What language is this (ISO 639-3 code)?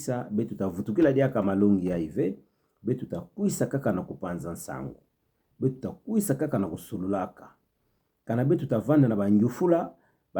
ktu